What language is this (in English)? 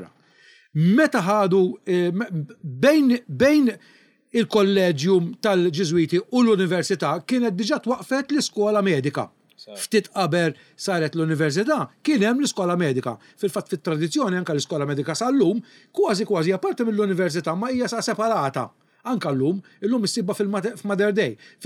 Maltese